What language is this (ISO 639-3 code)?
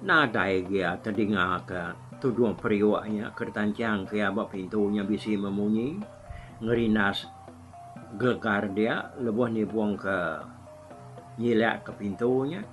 iba